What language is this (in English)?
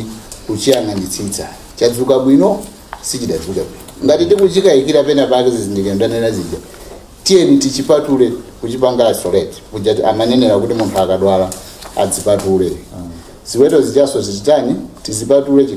Nyanja